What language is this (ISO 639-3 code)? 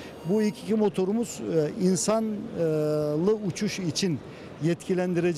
tur